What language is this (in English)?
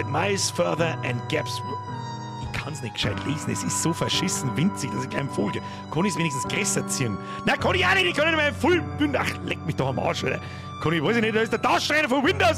Bavarian